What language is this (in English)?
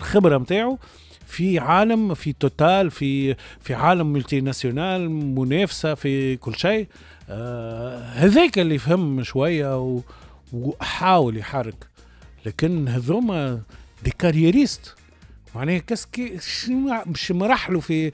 Tunisian Arabic